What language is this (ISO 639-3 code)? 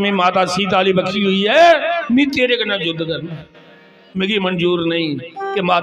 doi